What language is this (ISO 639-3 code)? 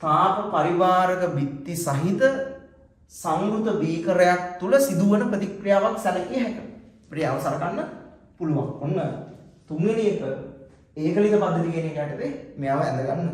sin